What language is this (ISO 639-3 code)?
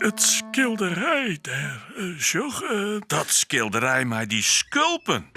fry